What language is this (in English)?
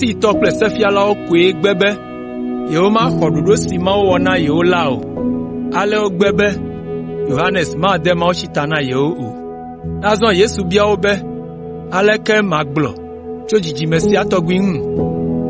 Ewe